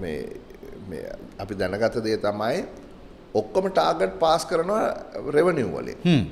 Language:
Sinhala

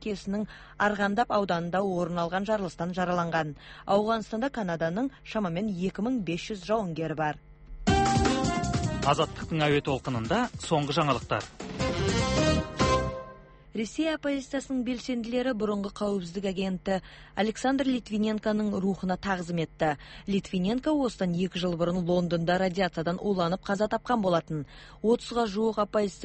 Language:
Kazakh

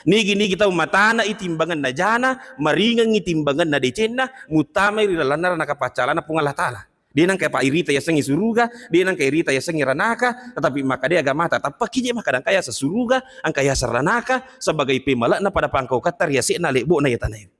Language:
Buginese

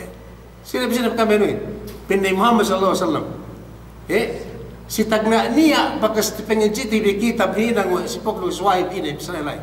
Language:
Yakan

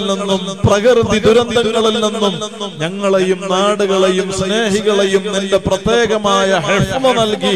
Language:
Malayalam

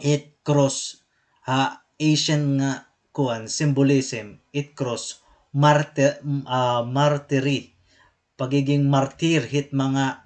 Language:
Waray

